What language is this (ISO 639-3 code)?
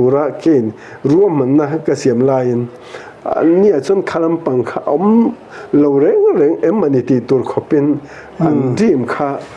lus